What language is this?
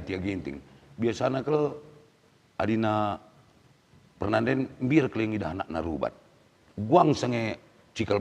Batak Karo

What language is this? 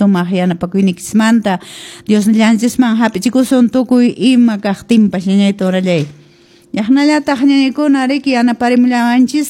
Quechua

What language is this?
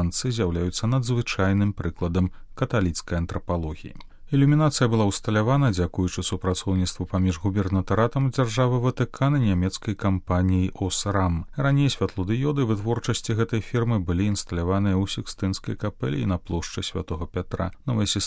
Belarusian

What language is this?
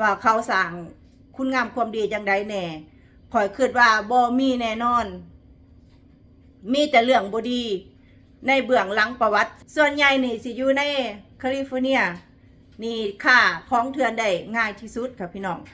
Lao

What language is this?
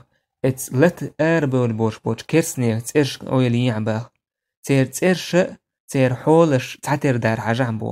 Chechen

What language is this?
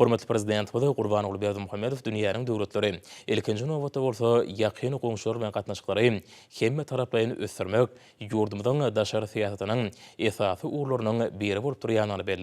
Turkmen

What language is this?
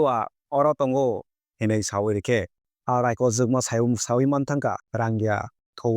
Kok Borok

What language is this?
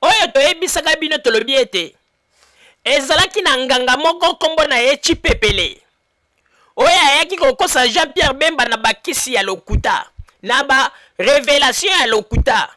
Lingala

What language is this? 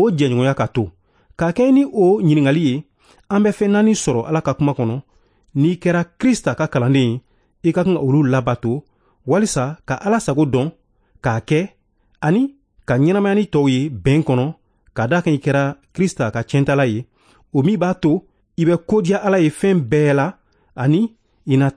Bambara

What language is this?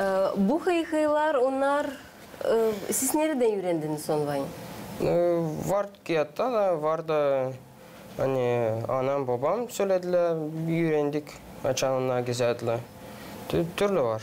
Gagauz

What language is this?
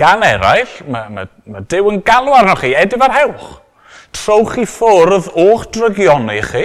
Welsh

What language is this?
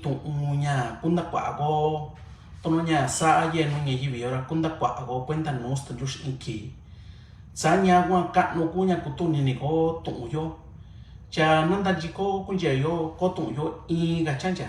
Mixtepec Mixtec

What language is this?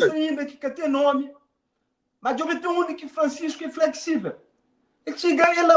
Kabuverdianu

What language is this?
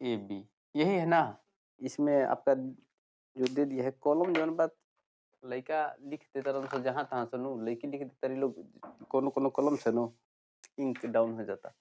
Bhojpuri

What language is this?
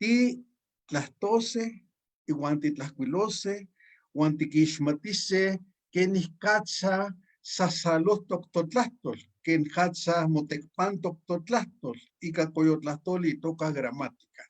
Eastern Huasteca Nahuatl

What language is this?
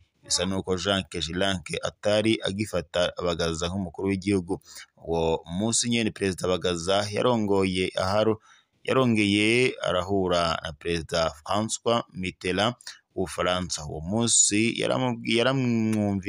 Rundi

